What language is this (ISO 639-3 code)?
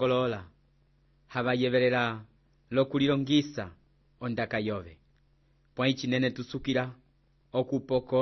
umb